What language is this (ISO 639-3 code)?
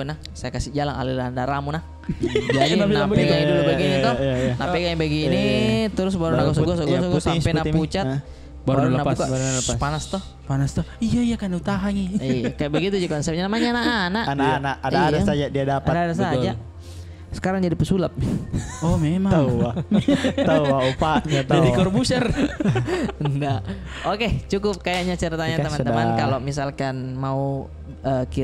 mfp